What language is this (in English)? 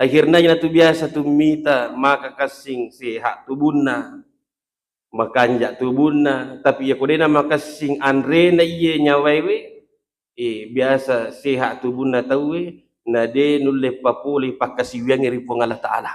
Buginese